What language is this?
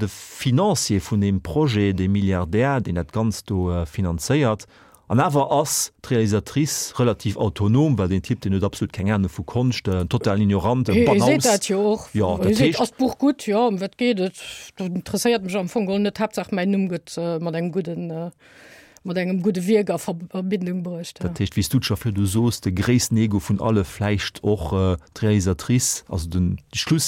Luxembourgish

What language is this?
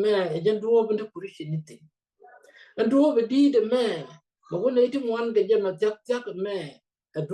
Nuer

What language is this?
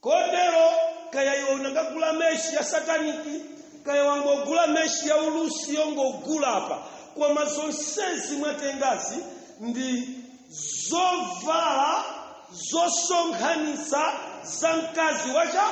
Nyanja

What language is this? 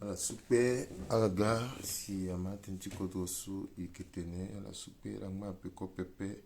Sango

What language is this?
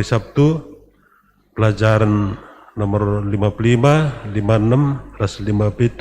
Batak Karo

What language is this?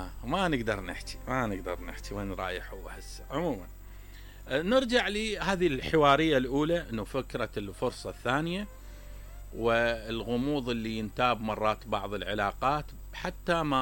Mesopotamian Arabic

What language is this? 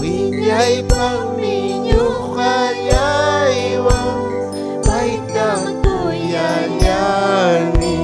Ayacucho Quechua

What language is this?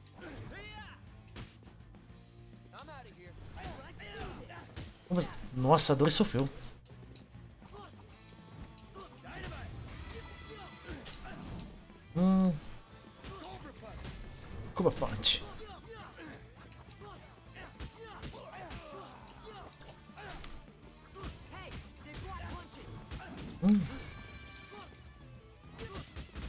Portuguese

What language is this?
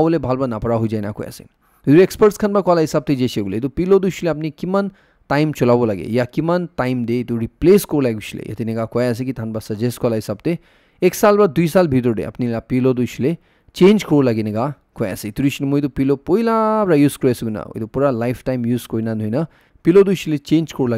Naga Pidgin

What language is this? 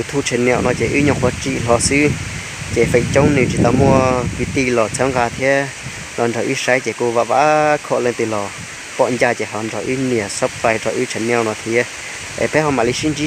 Hmong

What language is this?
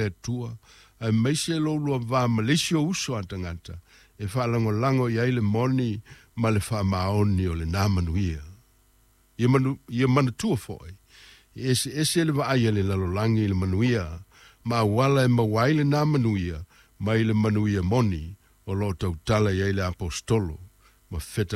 Samoan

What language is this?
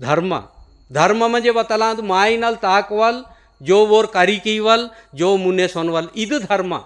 Gondi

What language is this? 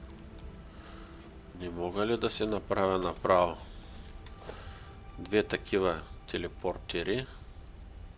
Bulgarian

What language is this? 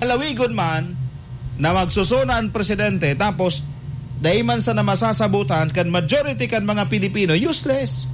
Bikol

